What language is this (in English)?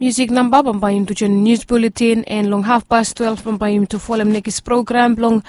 Bislama